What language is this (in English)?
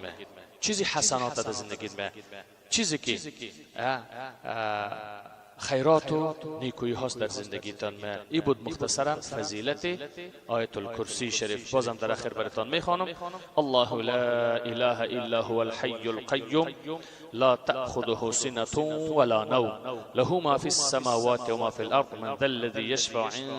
Persian